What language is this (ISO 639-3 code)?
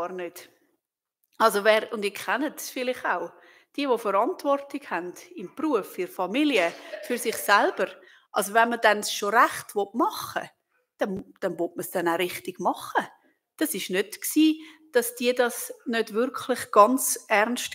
gsw